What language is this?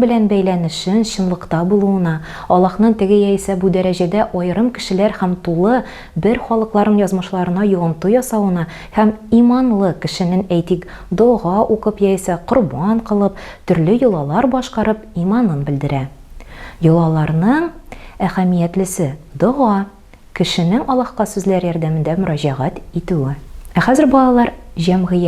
Tatar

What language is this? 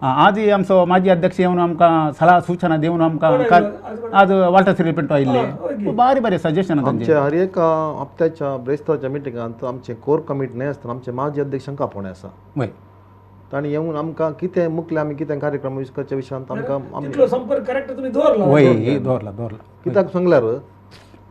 Konkani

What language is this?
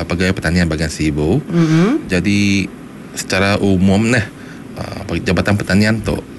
Iban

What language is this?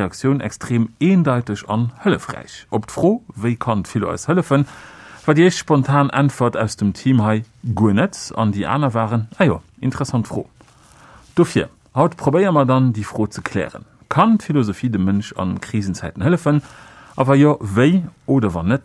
Luxembourgish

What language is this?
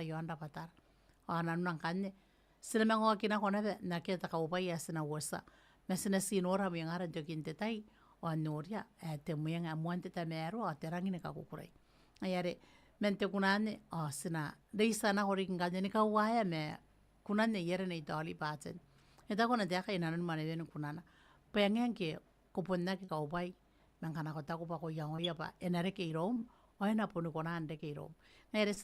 Gilbertese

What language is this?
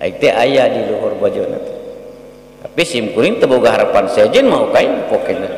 Sundanese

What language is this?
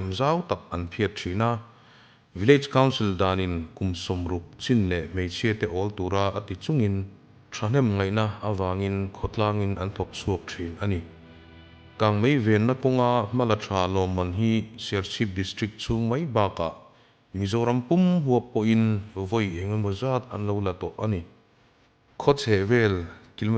Mizo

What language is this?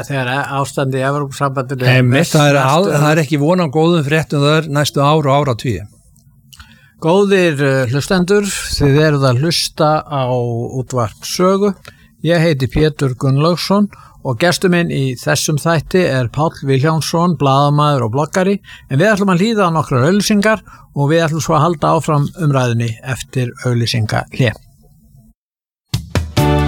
Icelandic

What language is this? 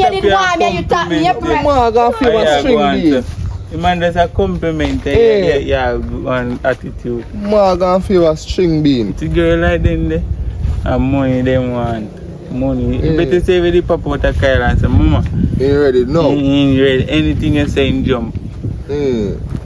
Jamaican Creole English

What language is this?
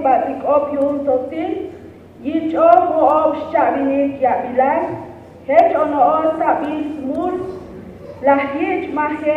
Tzotzil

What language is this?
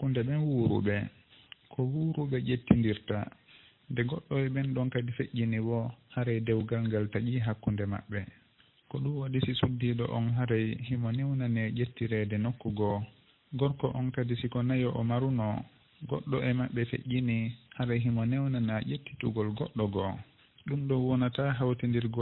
Fula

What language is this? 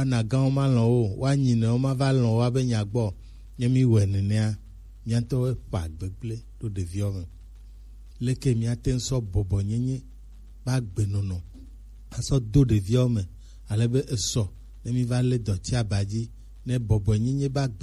Gen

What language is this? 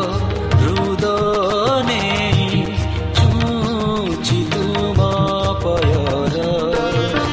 Odia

